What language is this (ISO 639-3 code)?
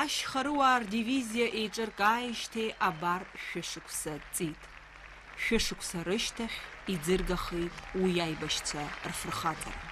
abk